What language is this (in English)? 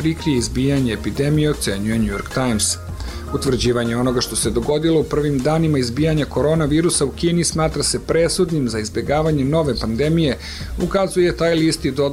Serbian